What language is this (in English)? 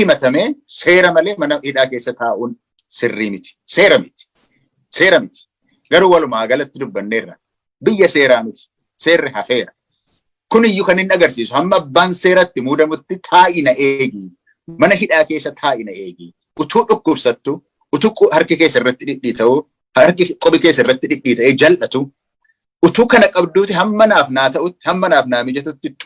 Oromo